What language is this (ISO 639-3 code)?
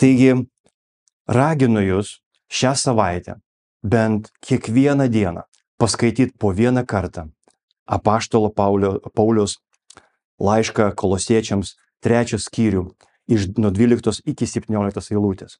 lit